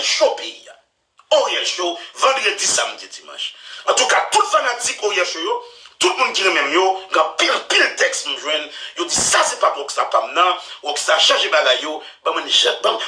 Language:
Haitian Creole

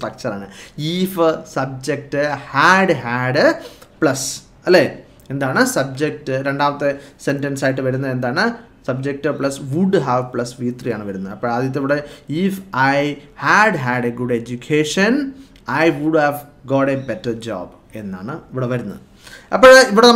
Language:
Malayalam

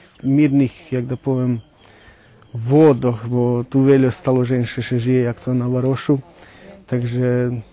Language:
Rusyn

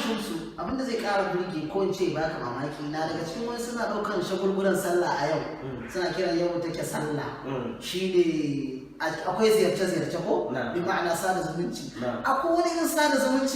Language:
Hausa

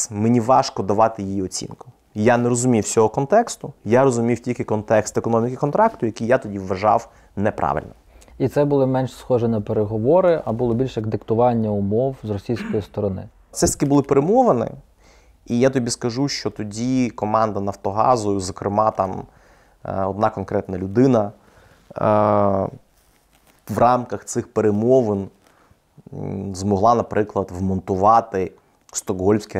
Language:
Ukrainian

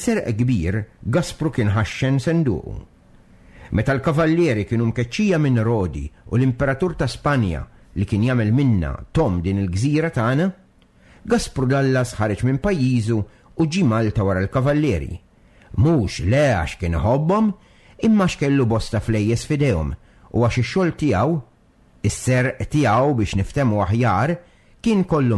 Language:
Maltese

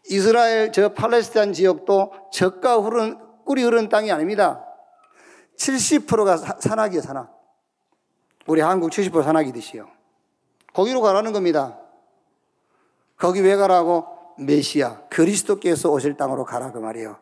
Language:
Korean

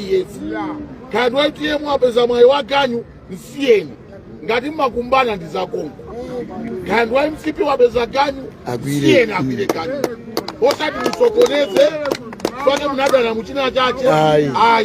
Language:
Nyanja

